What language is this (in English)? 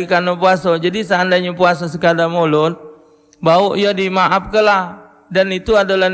Musi